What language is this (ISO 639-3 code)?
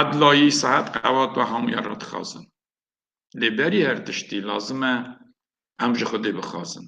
kur